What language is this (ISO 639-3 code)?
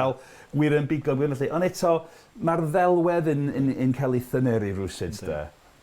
cym